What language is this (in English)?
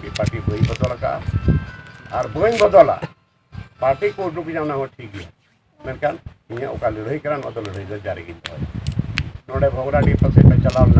Santali